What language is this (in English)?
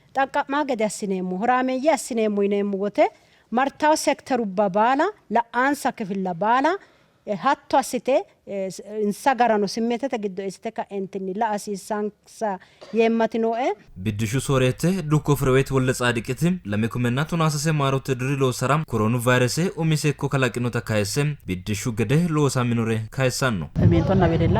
Sidamo